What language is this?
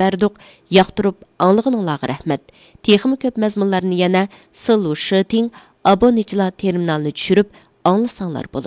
Uyghur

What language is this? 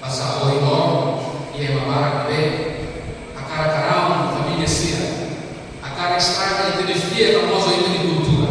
Tetum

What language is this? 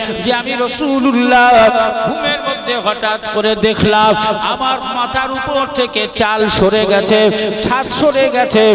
Bangla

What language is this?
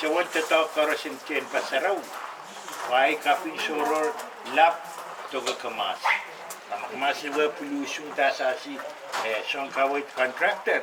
Pohnpeian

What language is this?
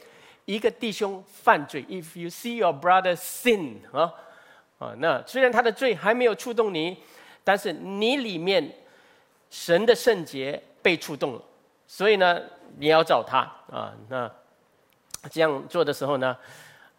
Chinese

